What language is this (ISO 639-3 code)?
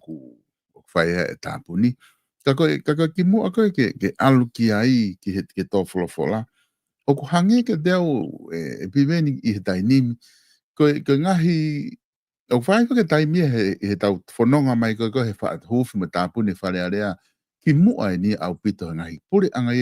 ton